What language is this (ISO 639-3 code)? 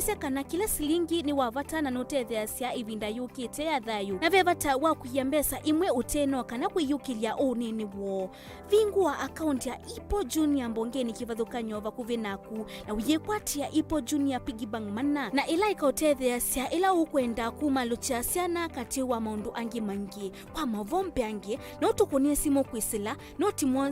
kam